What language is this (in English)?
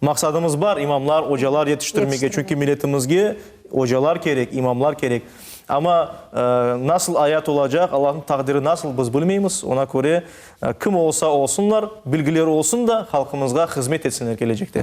Crimean Tatar